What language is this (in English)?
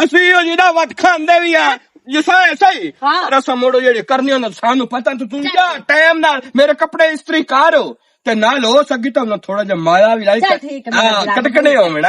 Western Panjabi